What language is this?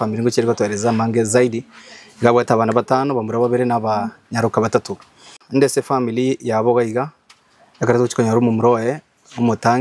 Gusii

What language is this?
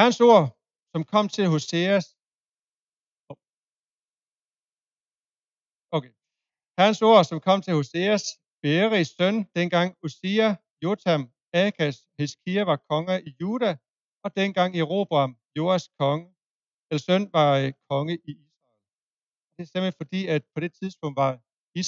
Danish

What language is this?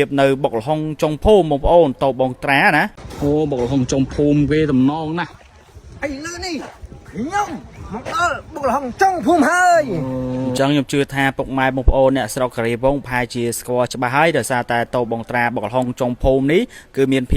Khmer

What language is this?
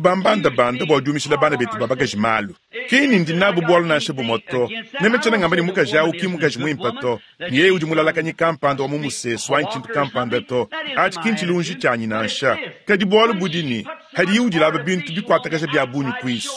Luba-Lulua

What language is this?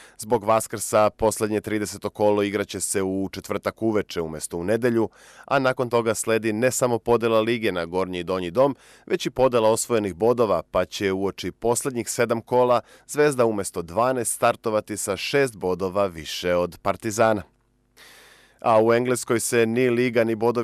Serbian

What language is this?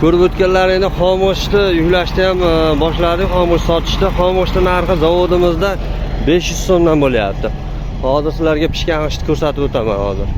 Uzbek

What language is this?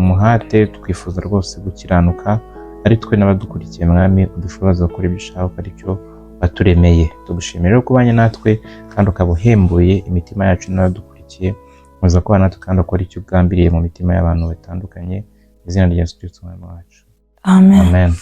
Kinyarwanda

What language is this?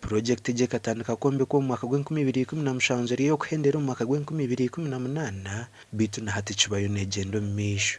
Nyankole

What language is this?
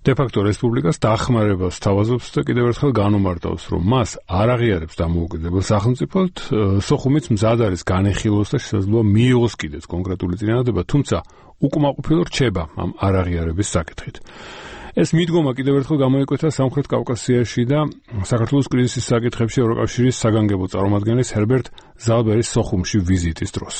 Georgian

